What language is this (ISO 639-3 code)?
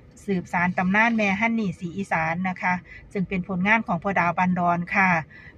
tts